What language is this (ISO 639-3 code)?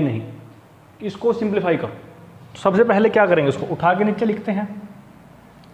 hin